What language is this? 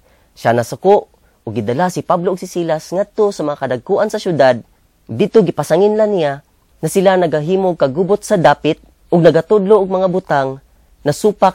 Cebuano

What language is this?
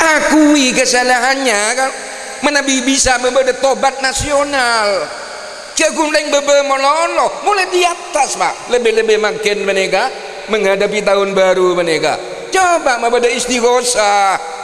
Madurese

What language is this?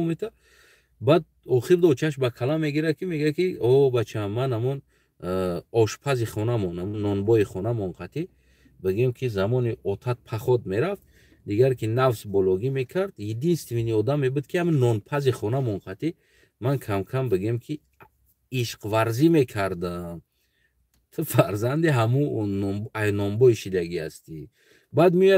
Tajik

